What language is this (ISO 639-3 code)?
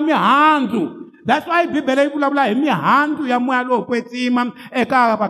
tso